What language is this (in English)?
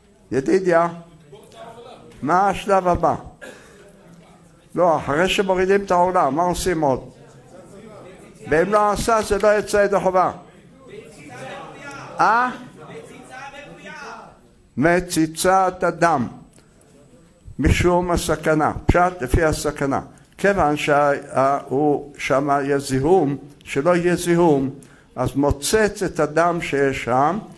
Hebrew